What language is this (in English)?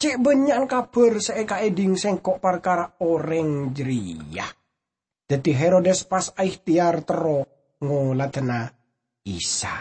Madurese